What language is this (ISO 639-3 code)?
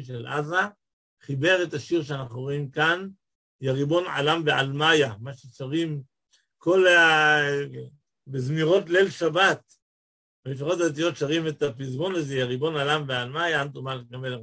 heb